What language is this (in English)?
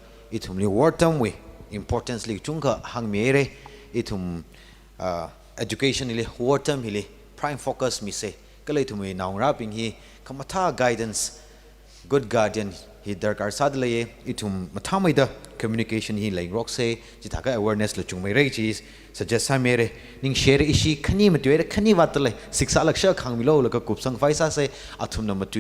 Tangkhul Naga (India)